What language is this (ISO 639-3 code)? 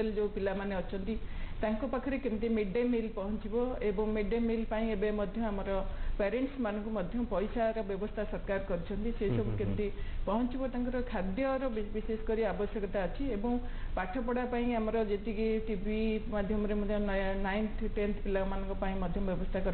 ori